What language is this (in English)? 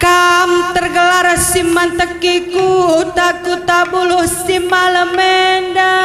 Batak Karo